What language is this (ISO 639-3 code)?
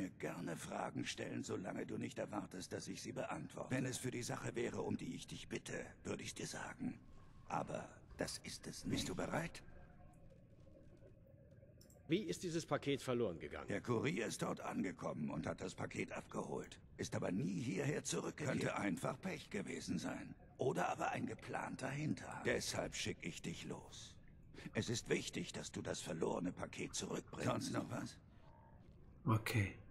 deu